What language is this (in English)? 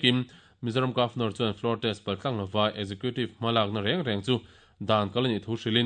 Mizo